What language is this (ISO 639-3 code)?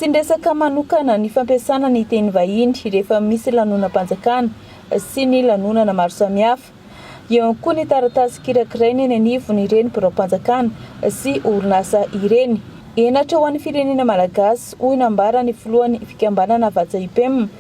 mlg